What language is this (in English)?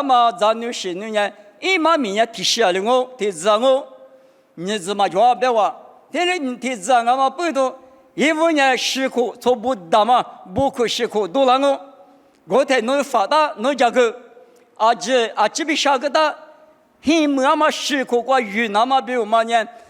Lisu